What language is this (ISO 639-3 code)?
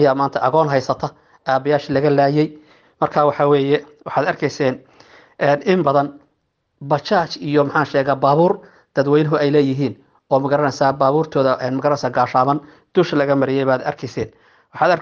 som